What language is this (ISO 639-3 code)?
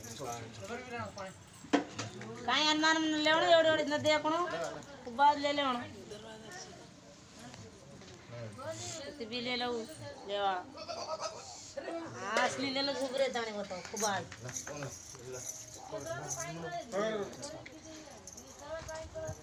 mar